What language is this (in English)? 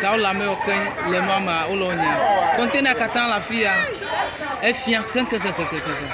Ewe